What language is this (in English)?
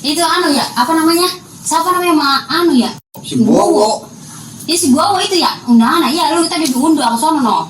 Betawi